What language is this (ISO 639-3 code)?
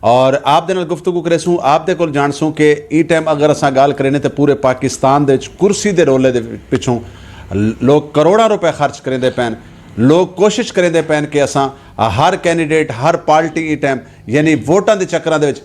skr